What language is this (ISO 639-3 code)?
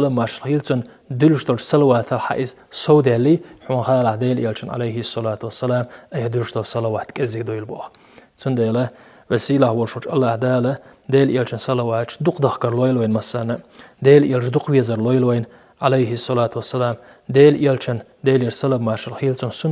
che